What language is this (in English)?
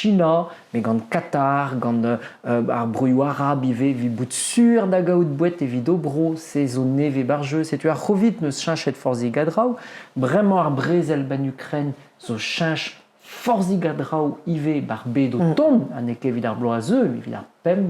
Breton